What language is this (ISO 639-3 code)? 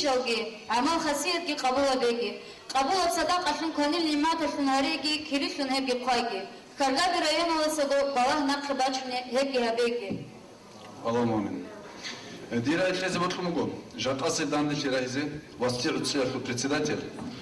ava